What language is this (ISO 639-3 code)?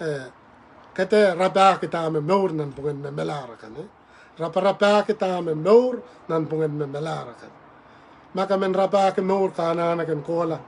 pon